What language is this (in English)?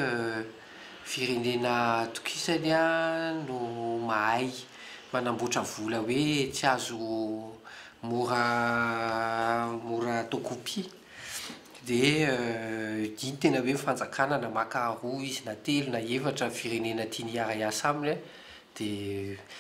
Malagasy